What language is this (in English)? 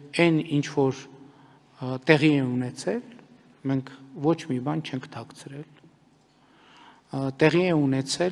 Armenian